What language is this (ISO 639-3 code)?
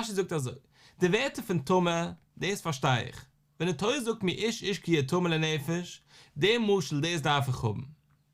yid